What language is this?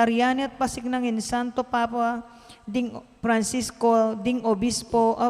Pampanga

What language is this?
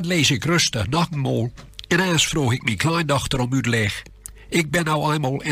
Gronings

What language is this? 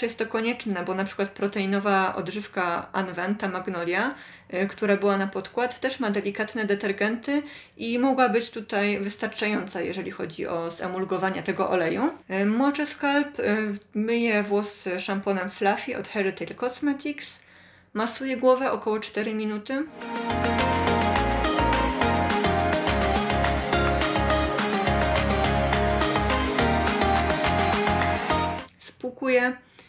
Polish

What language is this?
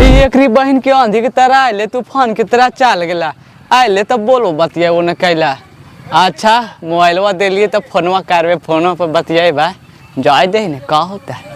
Magahi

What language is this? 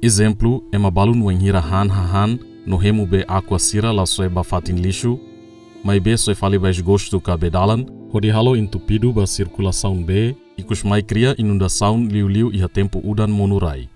Tetum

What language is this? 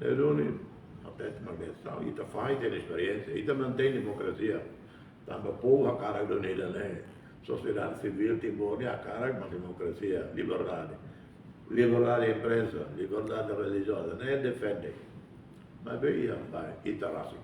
Tetum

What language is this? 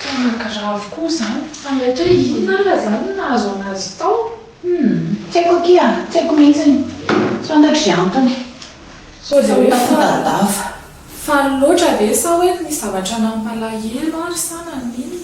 Malagasy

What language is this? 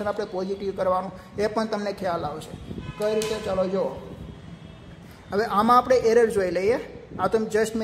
Gujarati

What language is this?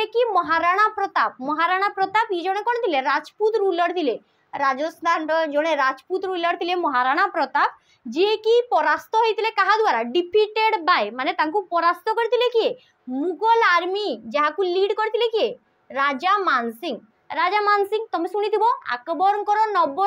Odia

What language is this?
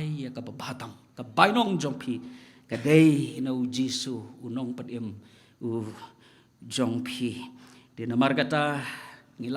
Khasi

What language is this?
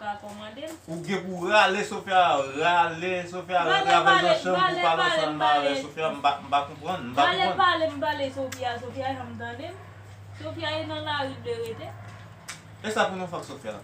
Haitian Creole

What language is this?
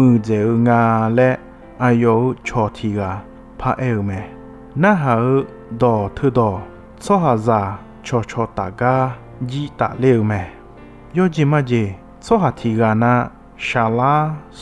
Akha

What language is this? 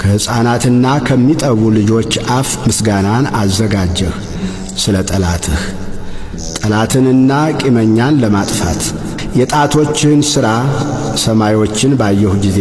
Amharic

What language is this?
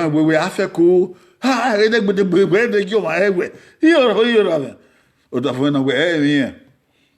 Bini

